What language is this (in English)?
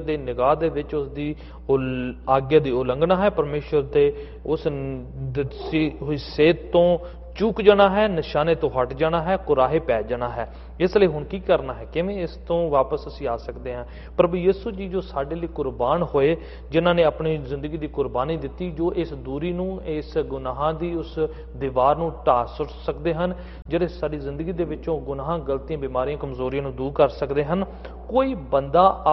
Punjabi